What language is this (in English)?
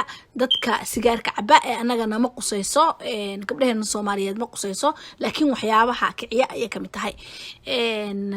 Somali